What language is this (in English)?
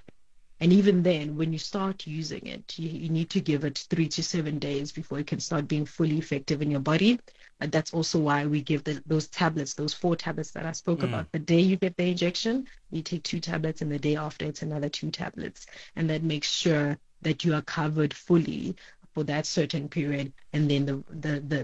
English